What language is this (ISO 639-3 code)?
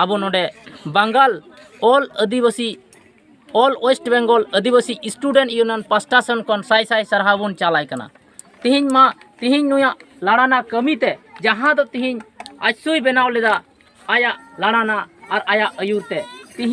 sat